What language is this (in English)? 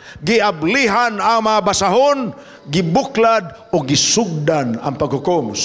Cebuano